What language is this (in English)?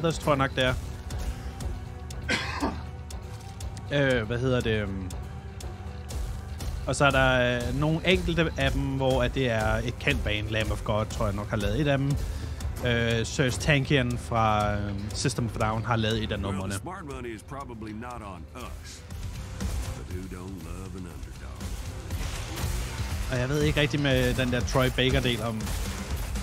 Danish